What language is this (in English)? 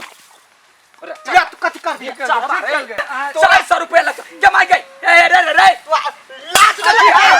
Maithili